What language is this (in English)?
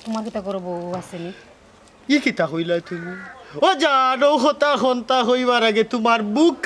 Sylheti